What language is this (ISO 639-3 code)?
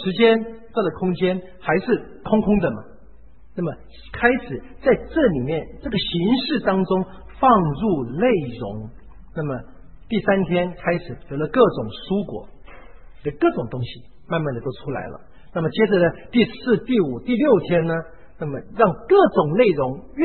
zho